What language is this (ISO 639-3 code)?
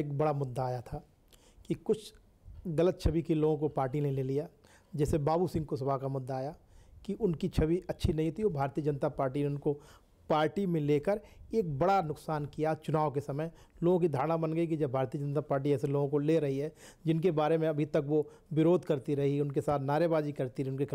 hin